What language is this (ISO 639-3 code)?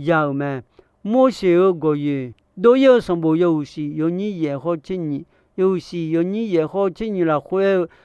ahk